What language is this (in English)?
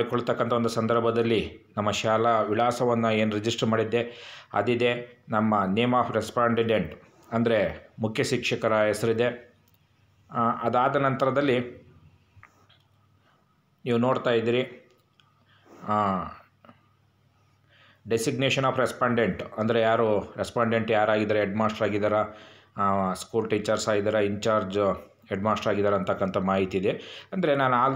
Kannada